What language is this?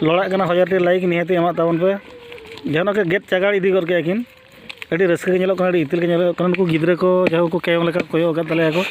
Santali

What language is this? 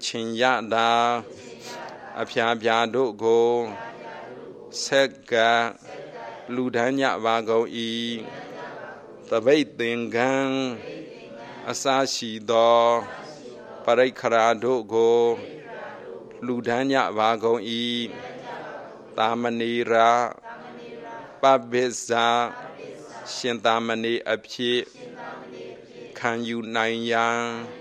Burmese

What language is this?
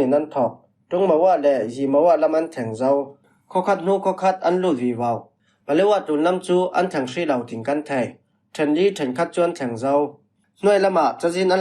Falam Chin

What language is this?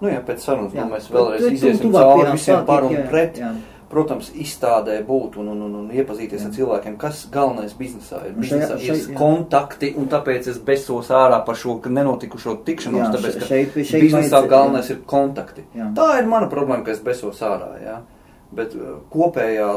Latvian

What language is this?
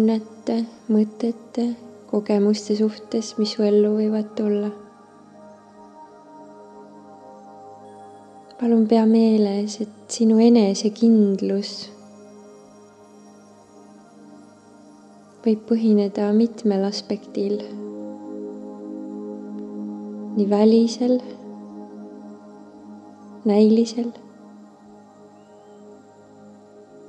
Estonian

